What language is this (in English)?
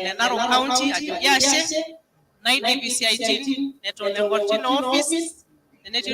Masai